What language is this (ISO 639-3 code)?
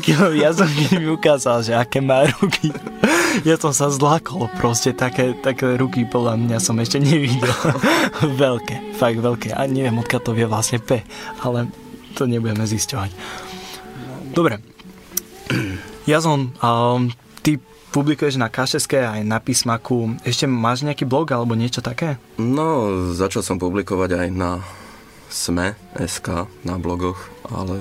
slk